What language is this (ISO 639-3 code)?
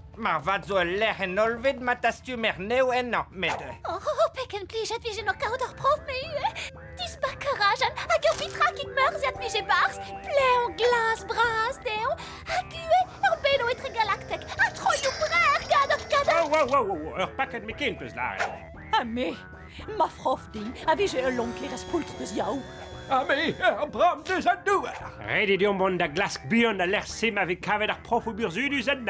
bre